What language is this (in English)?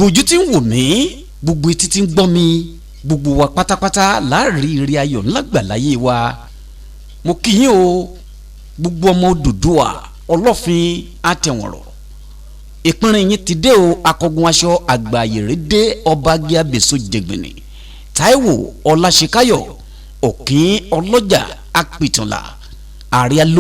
Yoruba